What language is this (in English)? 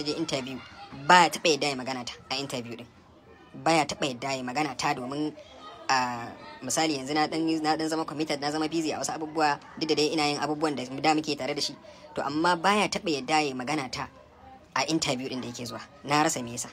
Hausa